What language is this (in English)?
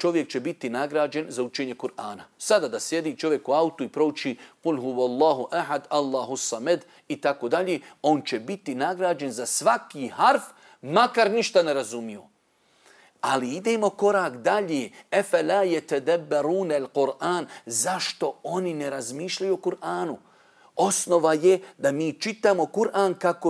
Bosnian